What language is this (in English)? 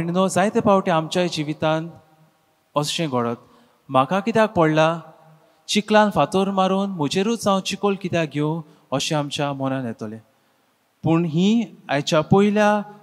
Konkani